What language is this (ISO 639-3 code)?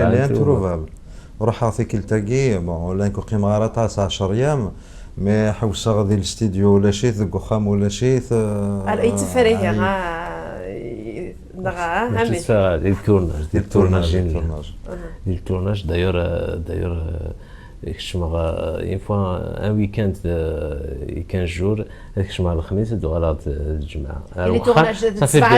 kab